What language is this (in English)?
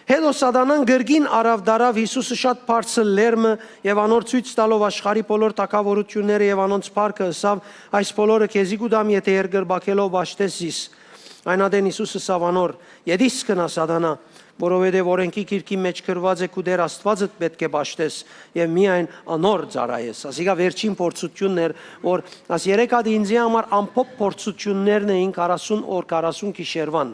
Western Armenian